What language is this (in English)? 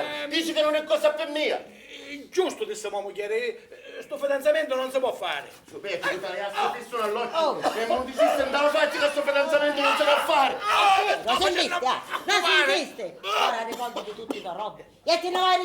Sicilian